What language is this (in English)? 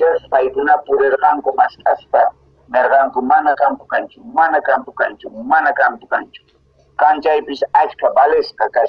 Quechua